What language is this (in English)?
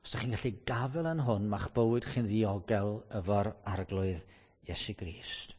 Welsh